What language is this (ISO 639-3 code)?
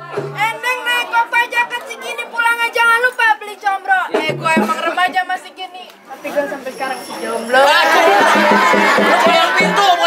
bew